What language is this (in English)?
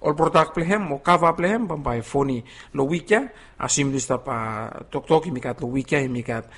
Bislama